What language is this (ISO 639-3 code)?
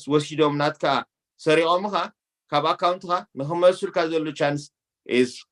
tir